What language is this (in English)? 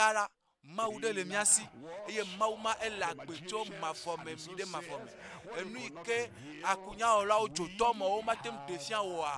Ewe